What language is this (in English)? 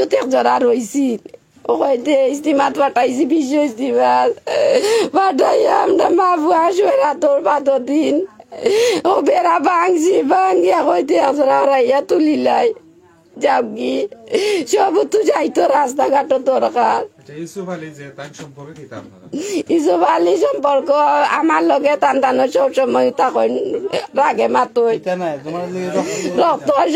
Sylheti